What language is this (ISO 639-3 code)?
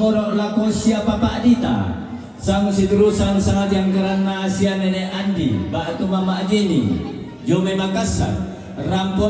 sda